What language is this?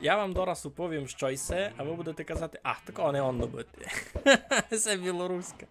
Rusyn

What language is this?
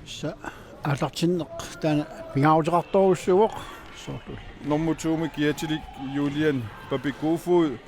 Kalaallisut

